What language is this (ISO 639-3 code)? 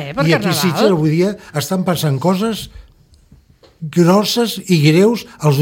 cat